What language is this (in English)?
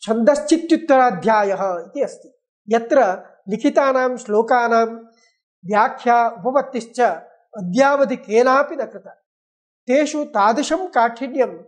Sanskrit